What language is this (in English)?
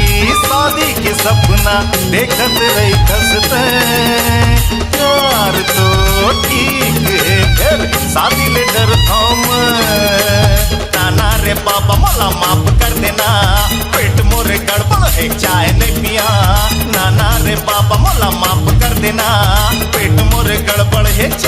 Chhattisgarhi